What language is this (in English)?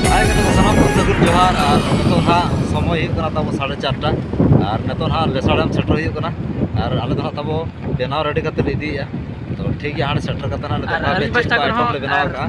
Santali